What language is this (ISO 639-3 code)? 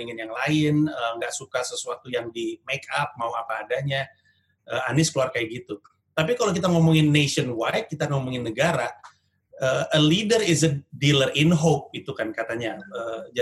ind